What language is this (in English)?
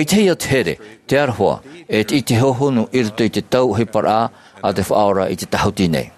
Tahitian